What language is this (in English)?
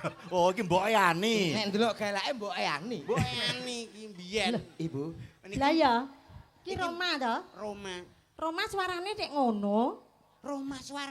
Javanese